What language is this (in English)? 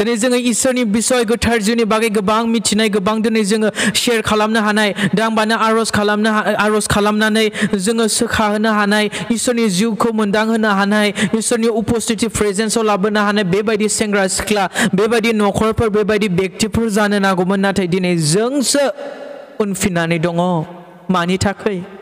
Bodo